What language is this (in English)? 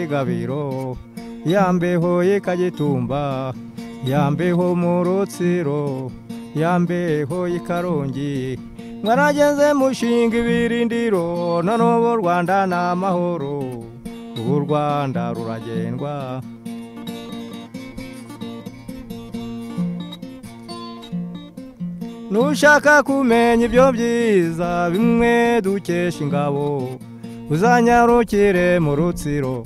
Kinyarwanda